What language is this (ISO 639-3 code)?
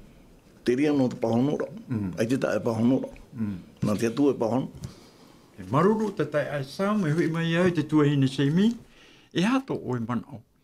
tah